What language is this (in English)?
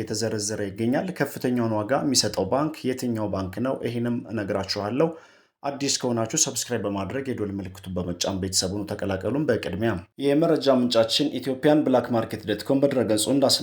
Amharic